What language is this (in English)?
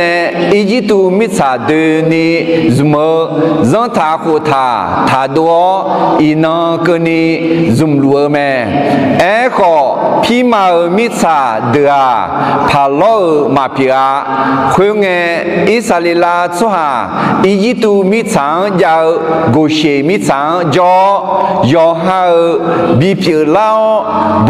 Akha